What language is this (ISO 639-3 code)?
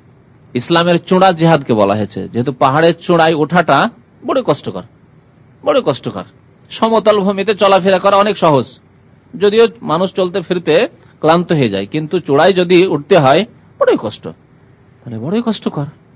ben